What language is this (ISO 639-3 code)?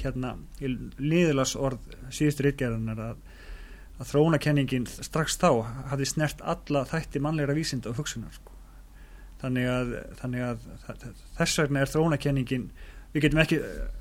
isl